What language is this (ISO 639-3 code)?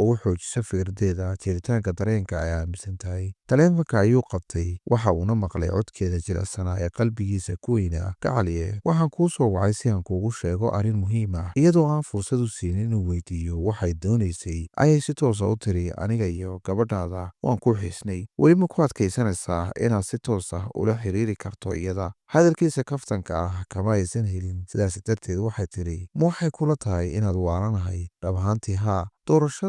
som